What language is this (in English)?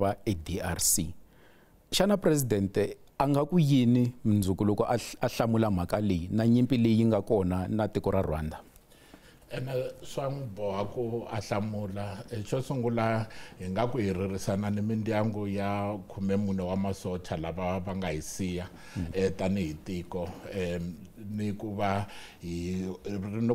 Tsonga